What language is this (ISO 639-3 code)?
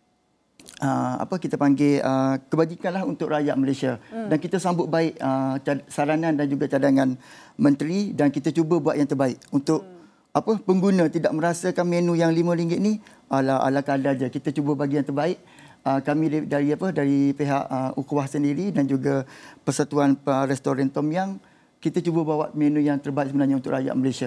msa